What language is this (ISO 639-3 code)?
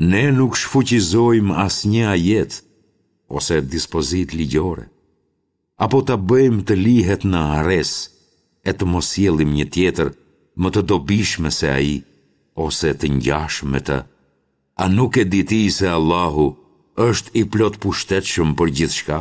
sqi